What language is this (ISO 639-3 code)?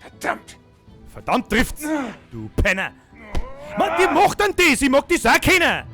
bar